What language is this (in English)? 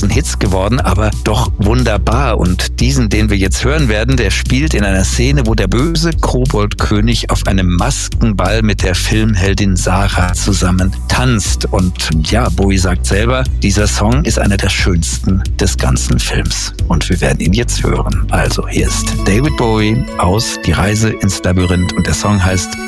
German